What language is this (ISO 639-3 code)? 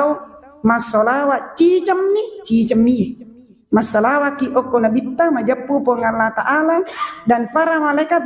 bug